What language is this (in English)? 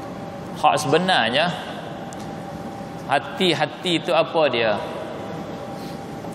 Malay